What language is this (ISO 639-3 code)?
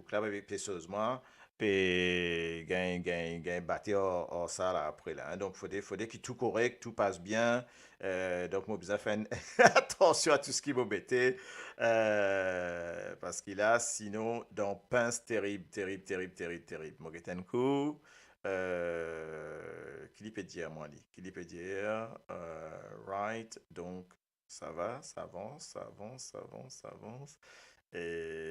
mfe